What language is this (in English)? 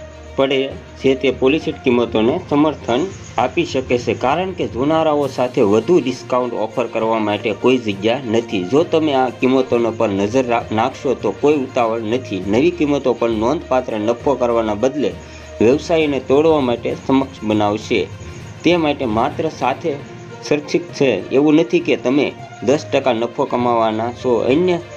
Gujarati